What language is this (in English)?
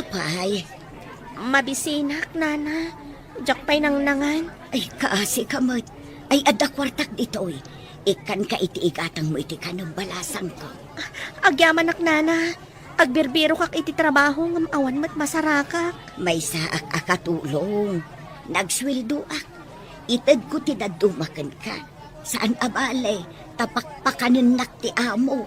Iloko